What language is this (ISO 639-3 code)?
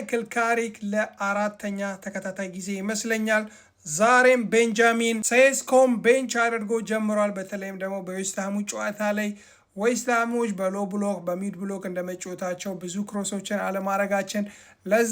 amh